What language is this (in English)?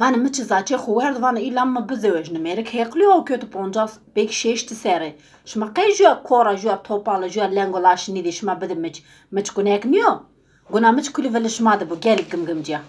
Zaza